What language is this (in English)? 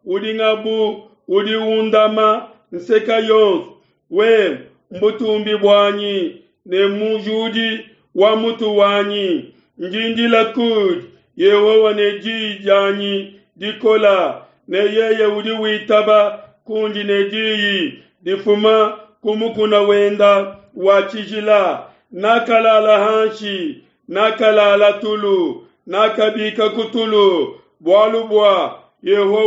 Luba-Lulua